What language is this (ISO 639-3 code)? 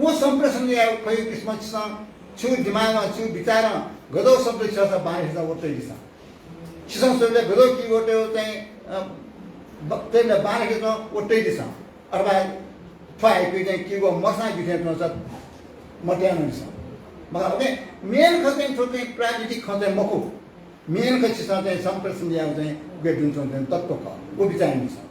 new